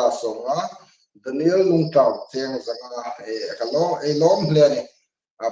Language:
Hmar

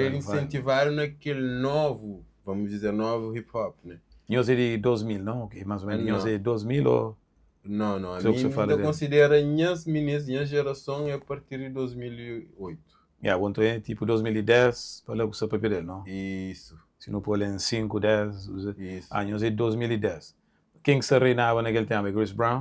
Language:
Kabuverdianu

